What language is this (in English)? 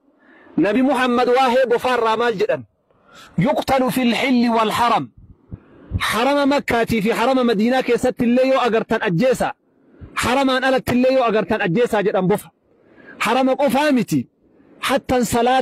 Oromo